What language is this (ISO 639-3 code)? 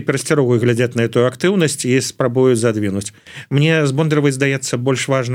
bel